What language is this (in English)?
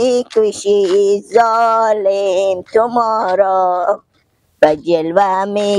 Persian